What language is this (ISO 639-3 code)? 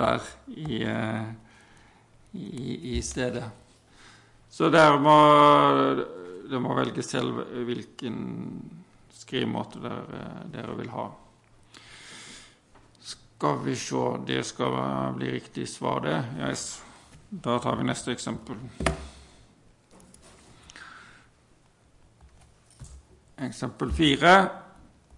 nor